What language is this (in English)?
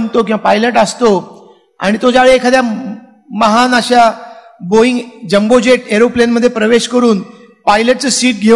Marathi